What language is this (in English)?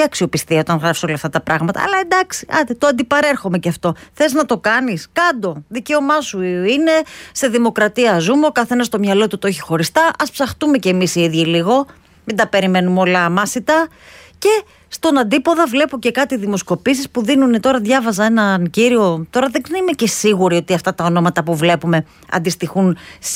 Greek